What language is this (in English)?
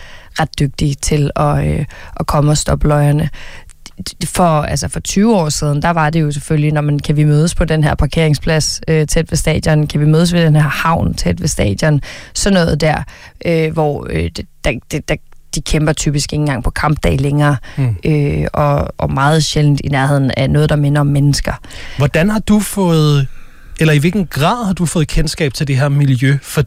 Danish